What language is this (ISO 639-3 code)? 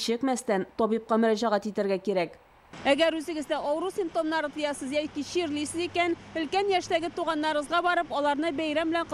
tat